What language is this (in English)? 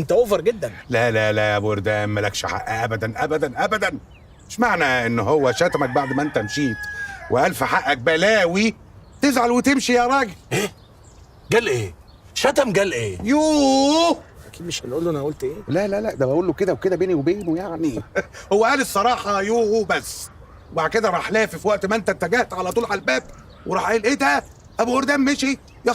Egyptian Arabic